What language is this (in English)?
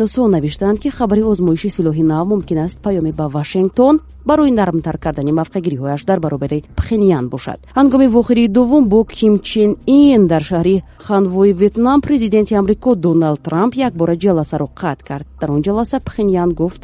Tajik